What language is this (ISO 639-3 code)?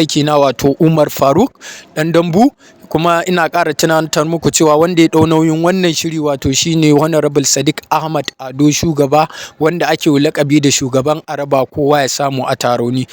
hau